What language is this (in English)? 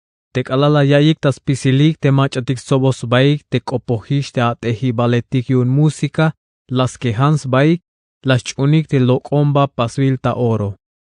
Tzeltal